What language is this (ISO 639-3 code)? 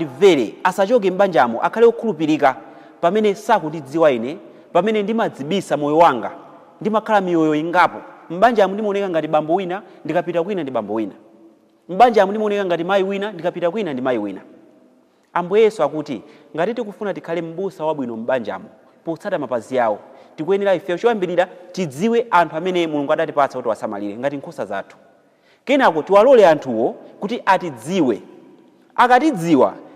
nya